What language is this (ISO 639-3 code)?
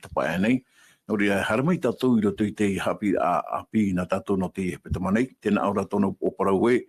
tah